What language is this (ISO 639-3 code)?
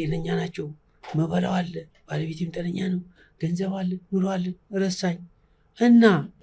amh